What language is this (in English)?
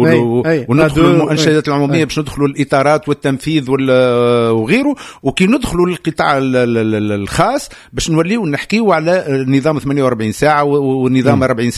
Tunisian Arabic